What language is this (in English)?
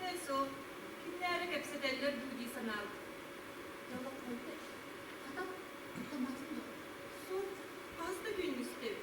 Yakut